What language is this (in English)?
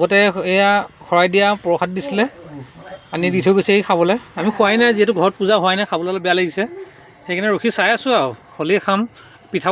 Assamese